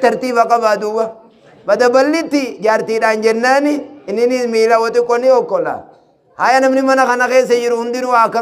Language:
Oromo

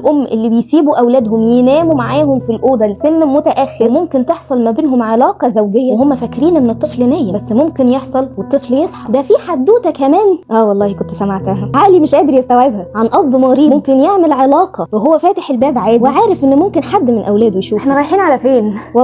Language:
Egyptian Arabic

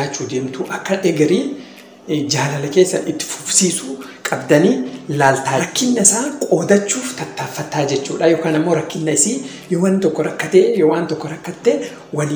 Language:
Oromo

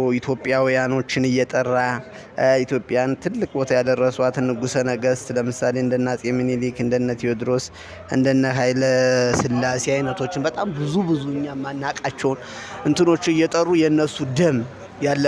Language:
Amharic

